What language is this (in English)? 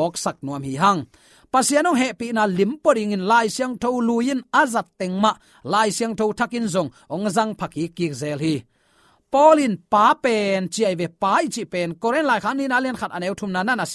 Tedim Chin